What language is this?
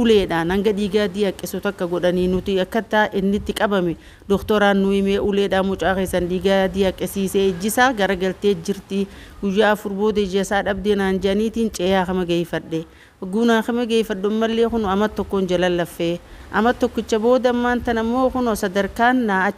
Oromo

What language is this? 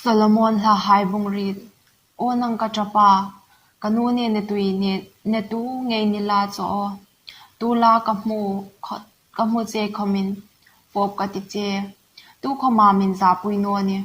Hmar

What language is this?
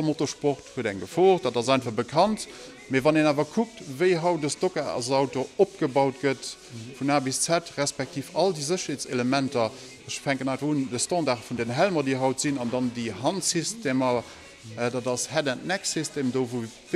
Luxembourgish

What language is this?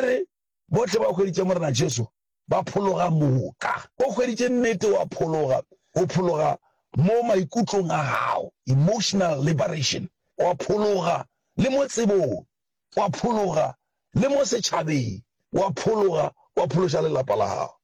Northern Sotho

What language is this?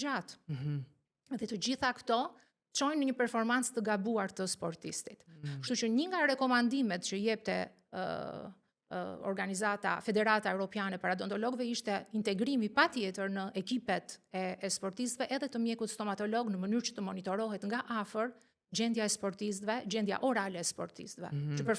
Albanian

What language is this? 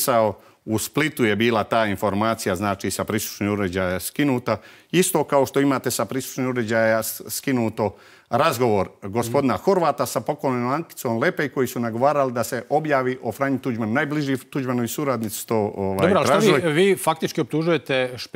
Croatian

